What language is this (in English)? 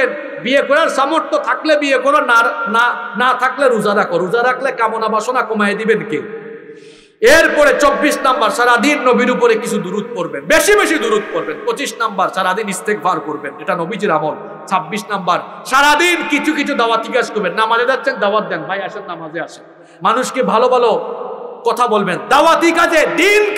Bangla